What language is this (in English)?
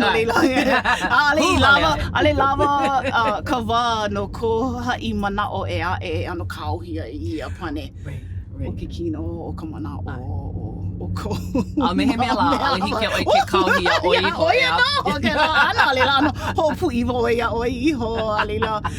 Hawaiian